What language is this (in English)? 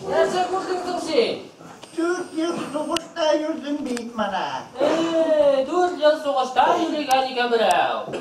Bashkir